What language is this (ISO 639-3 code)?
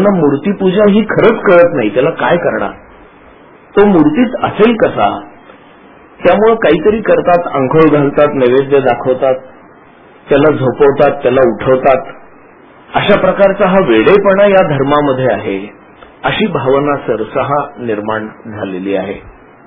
mar